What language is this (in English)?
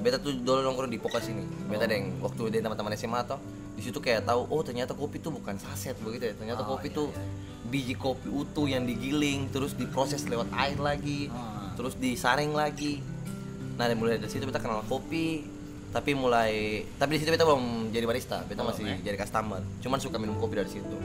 Ambonese Malay